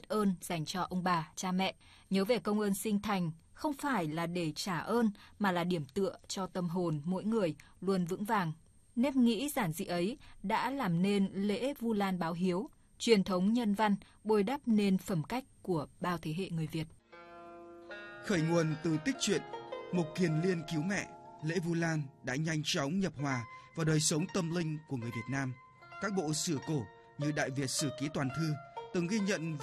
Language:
Vietnamese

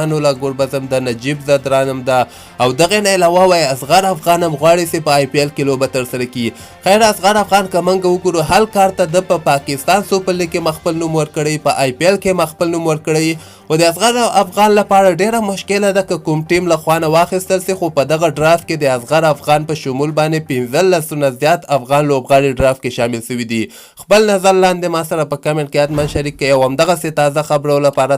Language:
Pashto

